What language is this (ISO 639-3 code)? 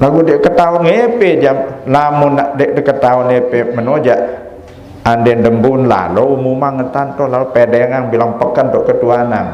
sas